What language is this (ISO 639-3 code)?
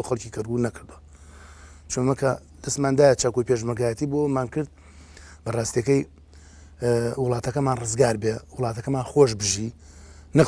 ckb